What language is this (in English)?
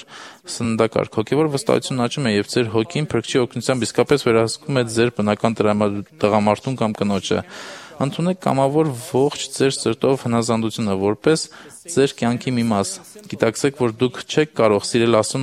Armenian